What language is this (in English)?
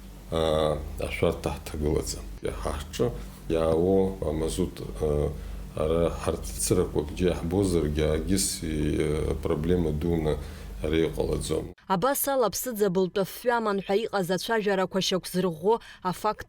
Abkhazian